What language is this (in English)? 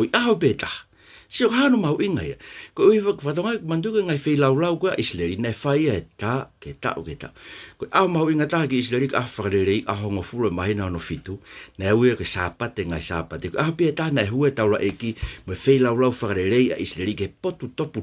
Tongan